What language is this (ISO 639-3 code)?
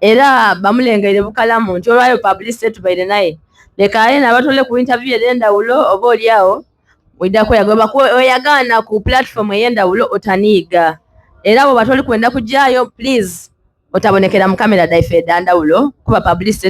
xog